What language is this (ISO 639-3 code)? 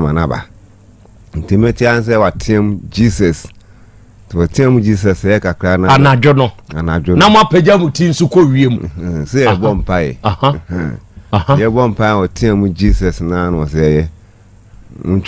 aka